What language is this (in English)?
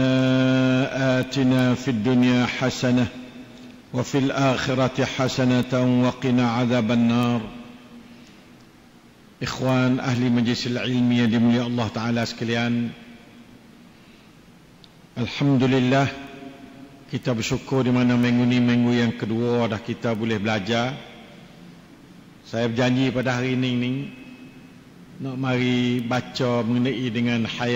Malay